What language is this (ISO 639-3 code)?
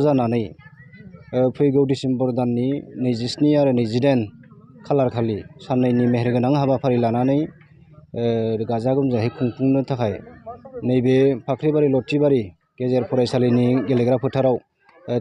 brx